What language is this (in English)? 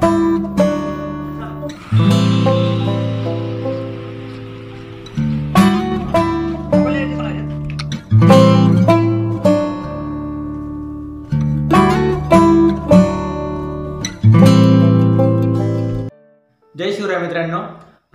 Marathi